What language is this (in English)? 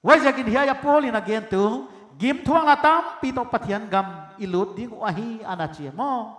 Paite Chin